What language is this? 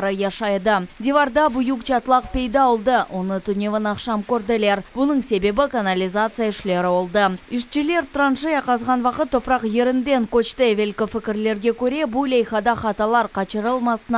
Crimean Tatar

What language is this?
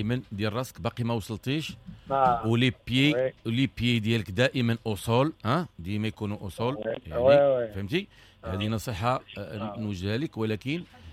Moroccan Arabic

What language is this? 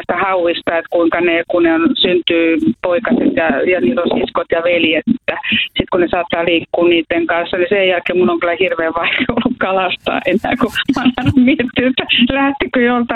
Finnish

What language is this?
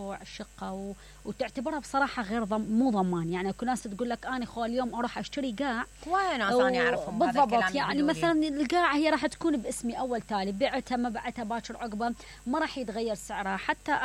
Mesopotamian Arabic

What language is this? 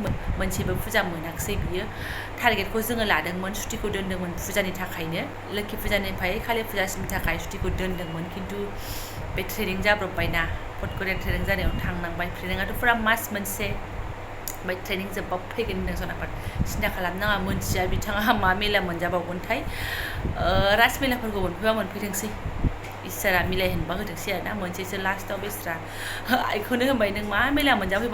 Bodo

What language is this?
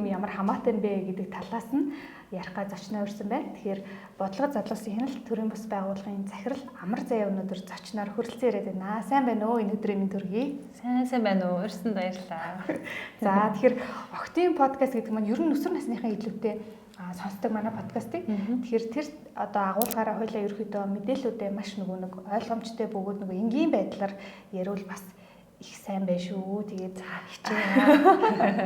Mongolian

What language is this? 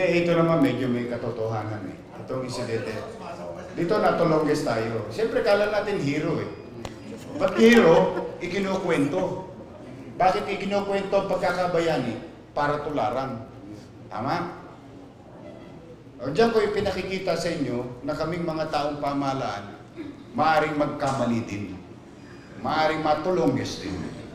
Filipino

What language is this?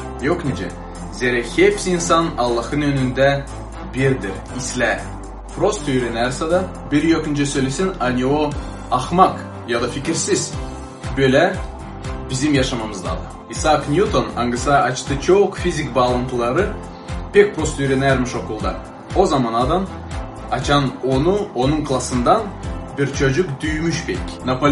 Gagauz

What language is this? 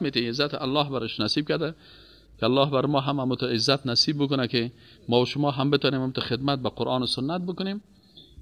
Persian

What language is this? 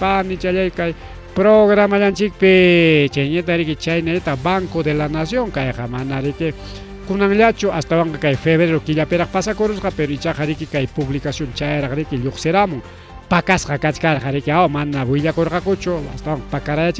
Ayacucho Quechua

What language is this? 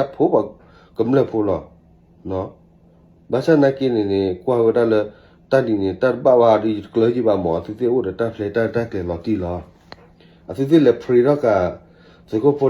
S'gaw Karen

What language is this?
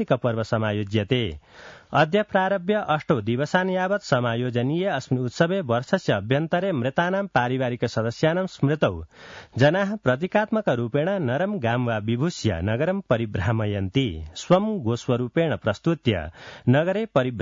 Sanskrit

